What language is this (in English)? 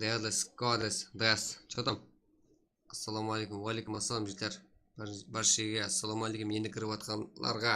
Kara-Kalpak